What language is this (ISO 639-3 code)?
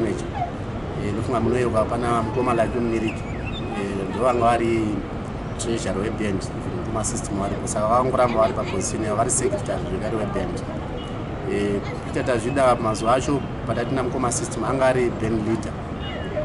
sna